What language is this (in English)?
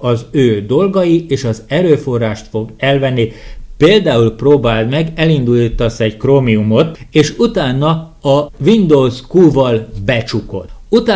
Hungarian